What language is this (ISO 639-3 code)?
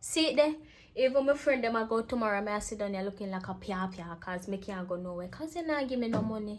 jam